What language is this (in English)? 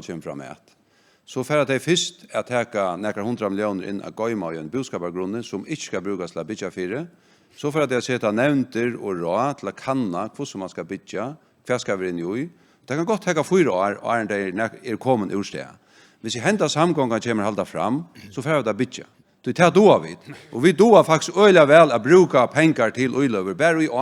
Faroese